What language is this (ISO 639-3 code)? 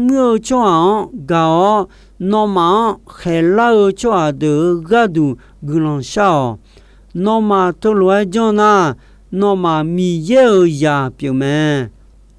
ahk